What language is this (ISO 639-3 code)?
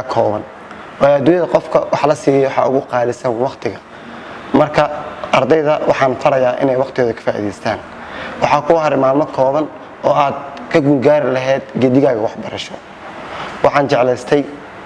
som